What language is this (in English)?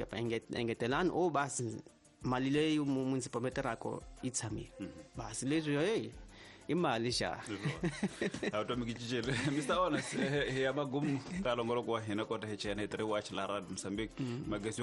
Tsonga